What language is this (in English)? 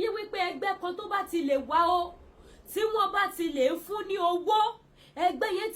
Yoruba